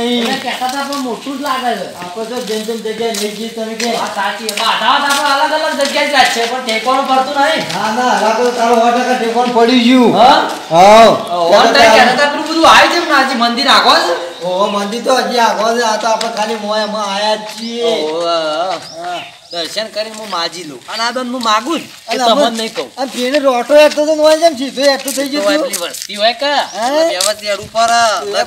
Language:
Gujarati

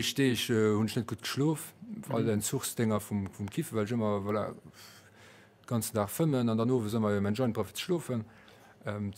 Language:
Luxembourgish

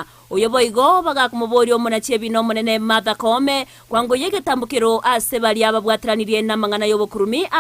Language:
Gusii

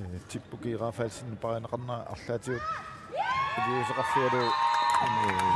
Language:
Kalaallisut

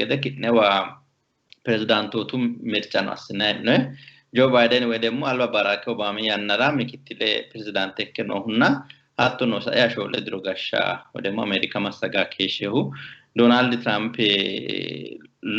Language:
Sidamo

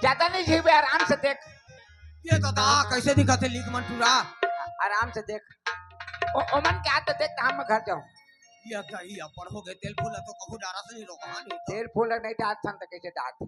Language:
Chhattisgarhi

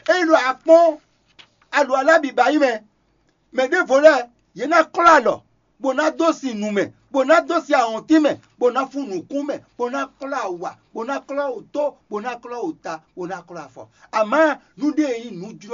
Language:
Fon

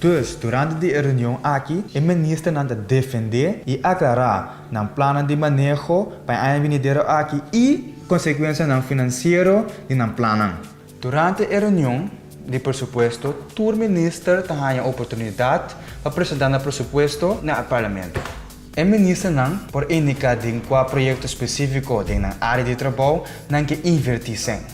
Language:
Papiamento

